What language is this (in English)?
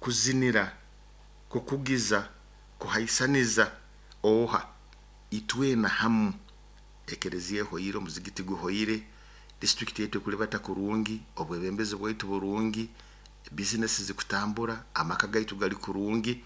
Nyoro